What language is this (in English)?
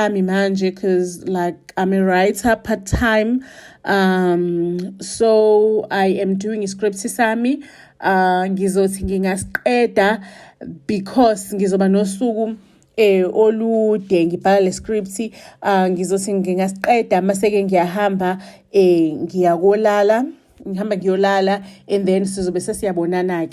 Zulu